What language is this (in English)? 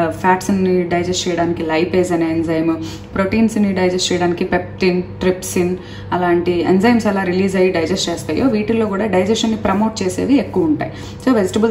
Telugu